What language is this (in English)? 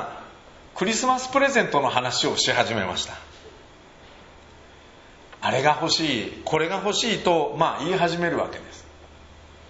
Japanese